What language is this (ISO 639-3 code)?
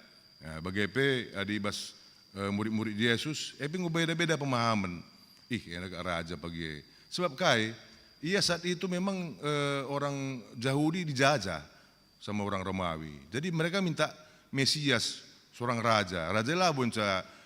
btx